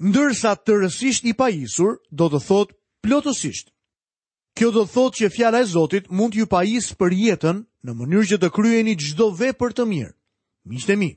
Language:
Albanian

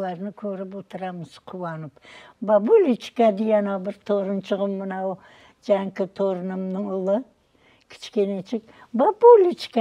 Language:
Crimean Tatar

